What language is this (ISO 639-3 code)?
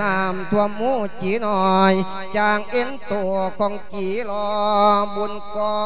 lao